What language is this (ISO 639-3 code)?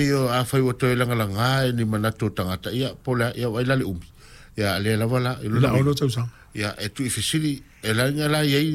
smo